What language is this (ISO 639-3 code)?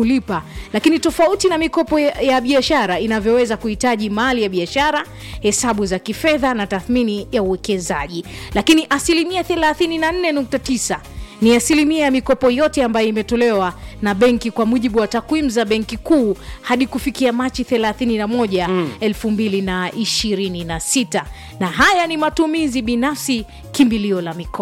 swa